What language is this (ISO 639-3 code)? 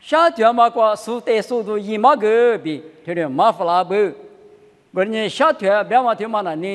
lis